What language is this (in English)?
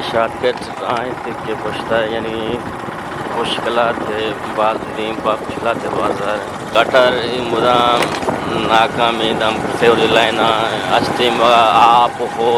Eastern Balochi